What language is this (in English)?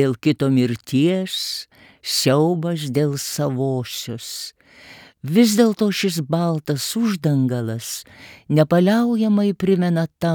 Lithuanian